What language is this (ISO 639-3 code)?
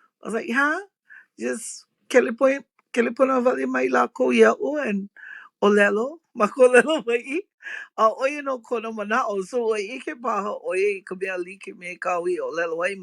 haw